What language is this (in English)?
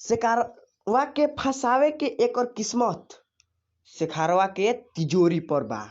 Bhojpuri